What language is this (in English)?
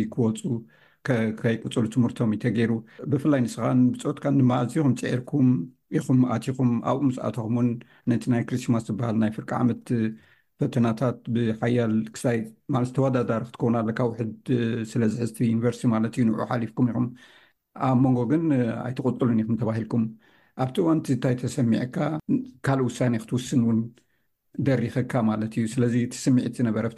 Tigrinya